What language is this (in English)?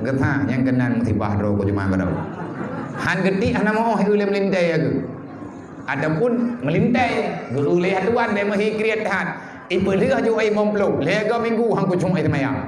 Achinese